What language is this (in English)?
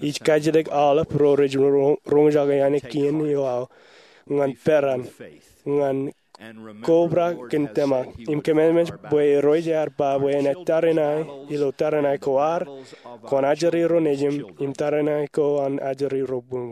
Marshallese